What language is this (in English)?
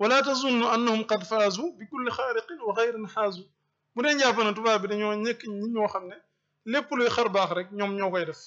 Wolof